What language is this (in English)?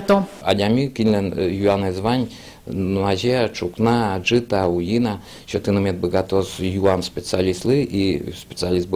Udmurt